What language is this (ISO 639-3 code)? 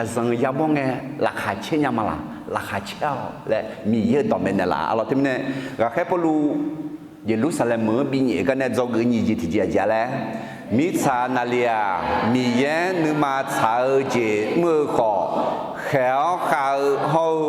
ahk